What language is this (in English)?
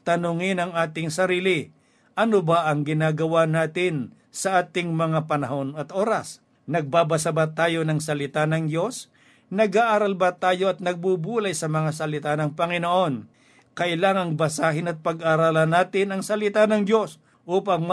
Filipino